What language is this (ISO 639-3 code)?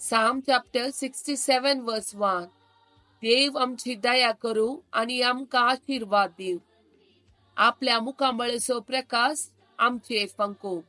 kok